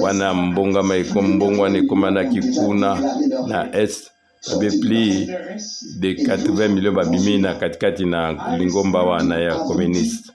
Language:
Lingala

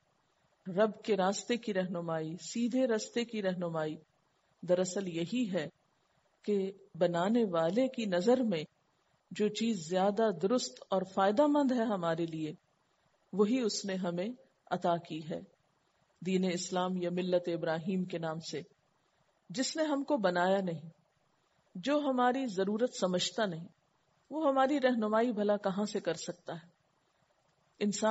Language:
Urdu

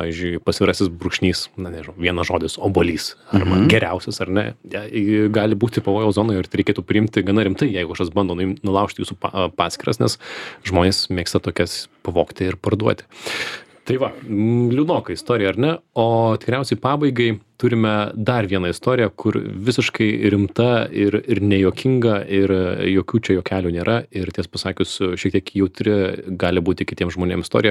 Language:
Lithuanian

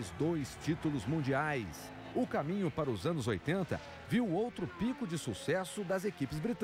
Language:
Portuguese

